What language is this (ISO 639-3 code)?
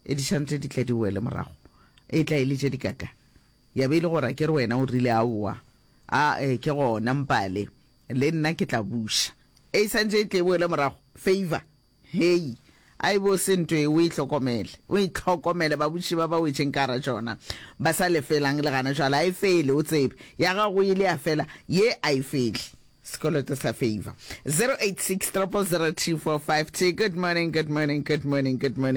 nso